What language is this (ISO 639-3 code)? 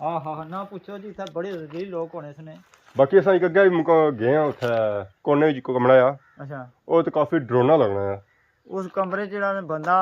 phr